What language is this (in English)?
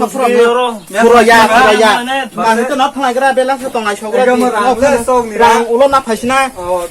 Kok Borok